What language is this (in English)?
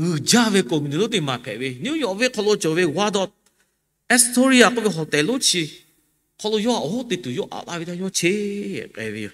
Lahu